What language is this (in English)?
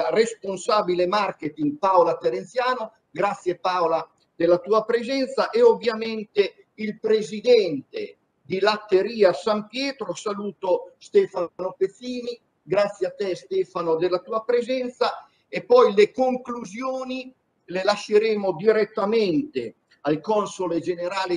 Italian